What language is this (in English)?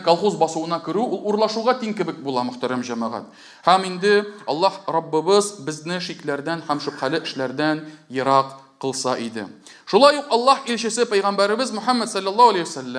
Tatar